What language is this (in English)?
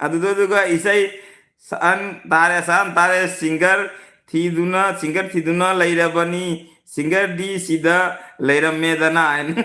Manipuri